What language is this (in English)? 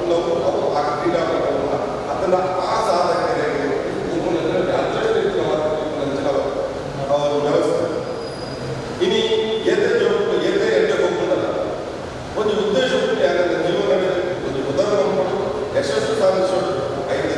Kannada